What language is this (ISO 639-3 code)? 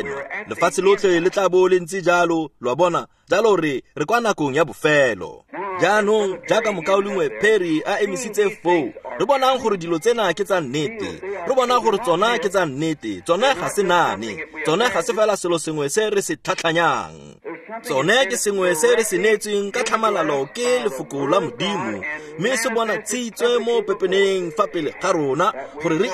tsn